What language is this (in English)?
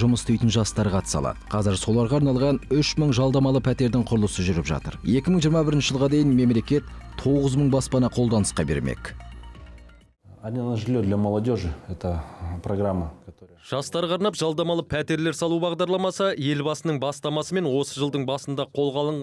Kazakh